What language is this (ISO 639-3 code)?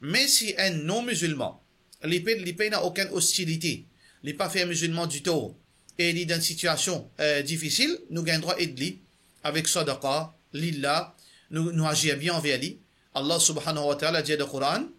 mfe